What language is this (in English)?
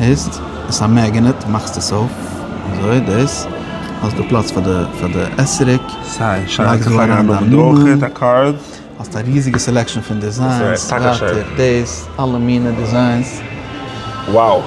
Yiddish